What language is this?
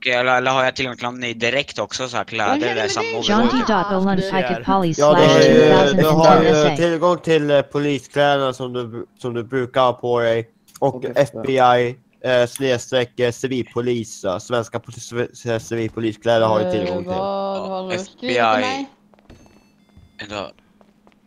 Swedish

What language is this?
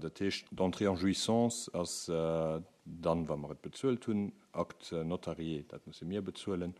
Luxembourgish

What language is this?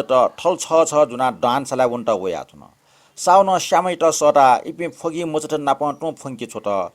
Newari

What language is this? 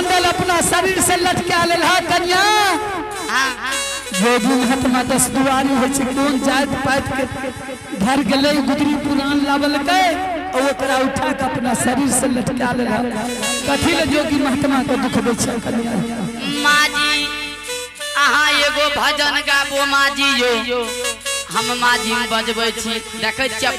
Angika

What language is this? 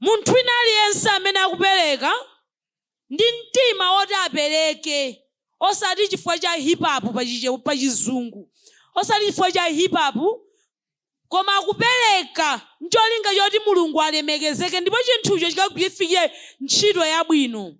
Nyanja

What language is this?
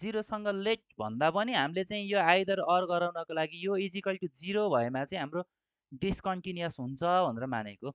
Nepali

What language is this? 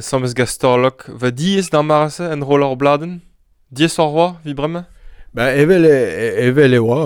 Breton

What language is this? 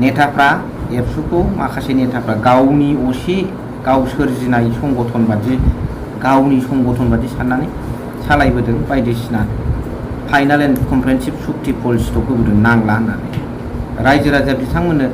Bodo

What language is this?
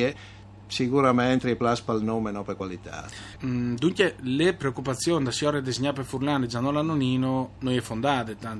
Friulian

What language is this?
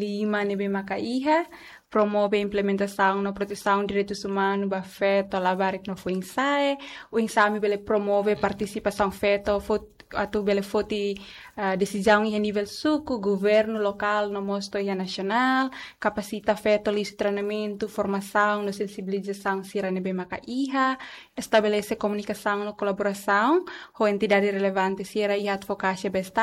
Tetum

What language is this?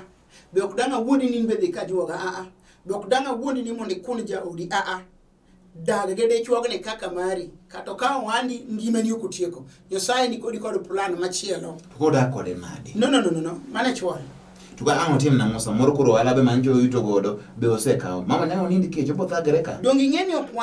Luo (Kenya and Tanzania)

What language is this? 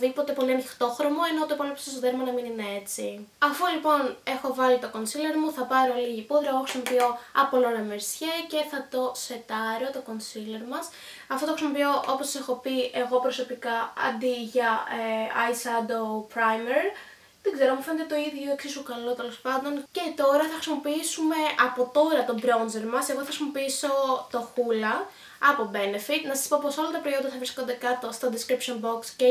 Greek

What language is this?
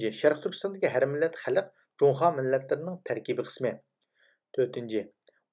Uyghur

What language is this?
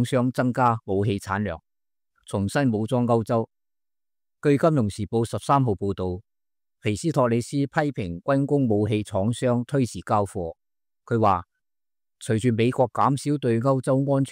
Cantonese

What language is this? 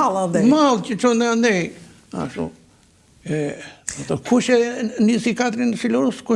Albanian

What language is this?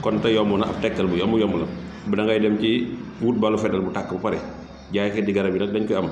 Wolof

